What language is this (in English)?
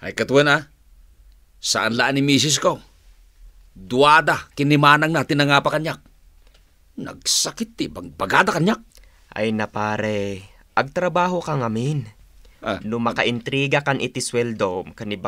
Iloko